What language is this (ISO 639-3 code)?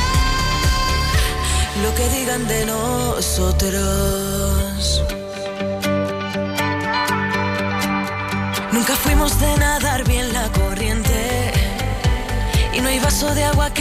spa